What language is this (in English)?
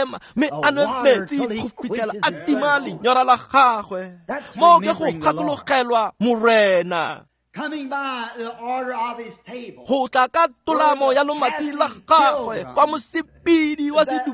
Tswana